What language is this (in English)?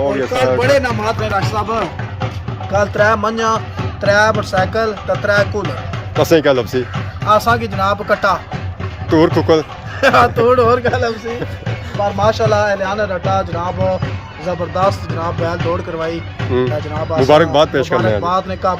Pahari-Potwari